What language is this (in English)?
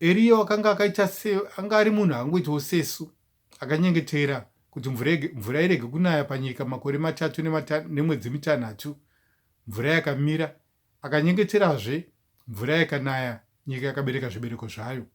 Shona